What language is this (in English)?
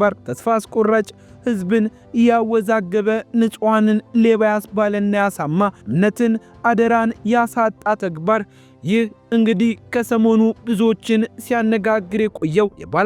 Amharic